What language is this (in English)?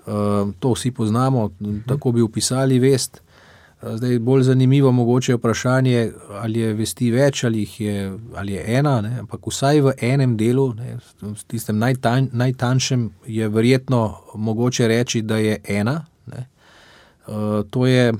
Slovenian